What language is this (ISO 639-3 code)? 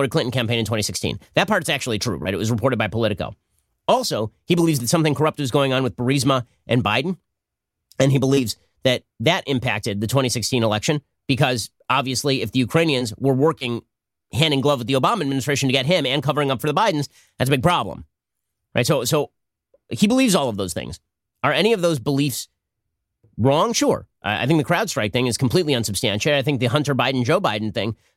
eng